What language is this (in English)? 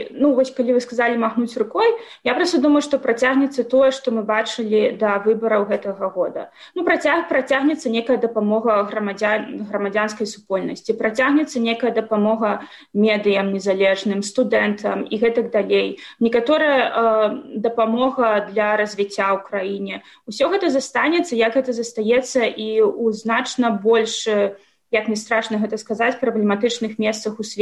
Belarusian